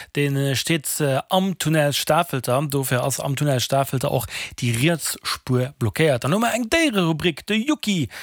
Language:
Luxembourgish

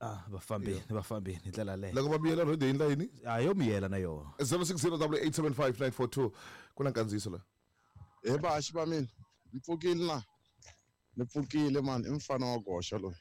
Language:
Tsonga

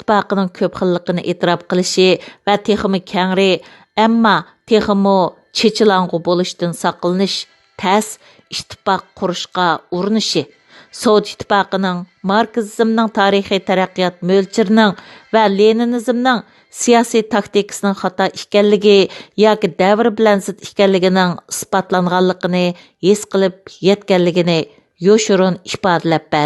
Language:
Uyghur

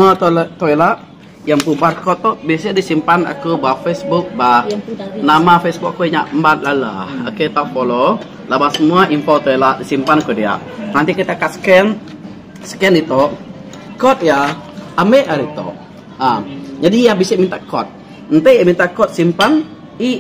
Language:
Iban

